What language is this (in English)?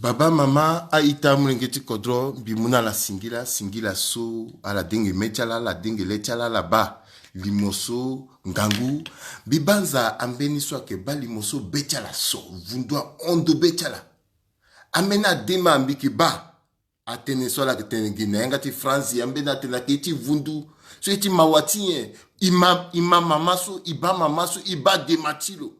Sango